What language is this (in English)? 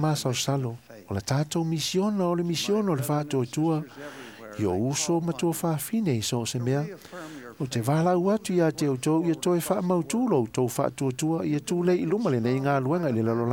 Samoan